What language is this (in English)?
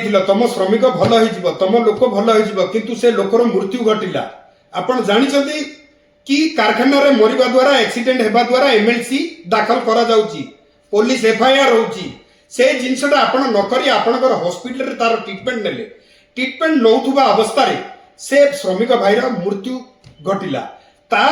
Odia